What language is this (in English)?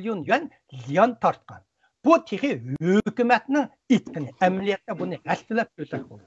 Uyghur